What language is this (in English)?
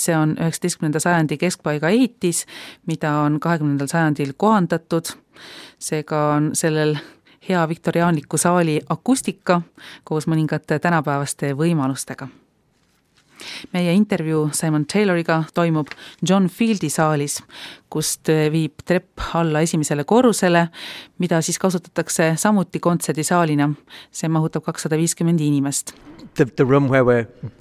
Estonian